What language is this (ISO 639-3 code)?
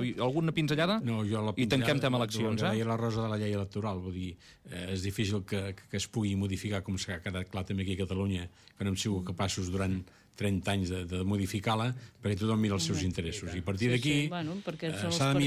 cat